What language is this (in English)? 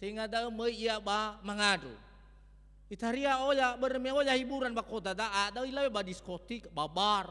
Nias